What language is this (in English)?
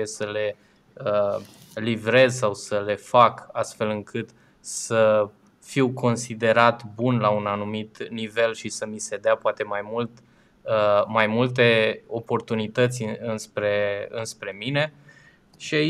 Romanian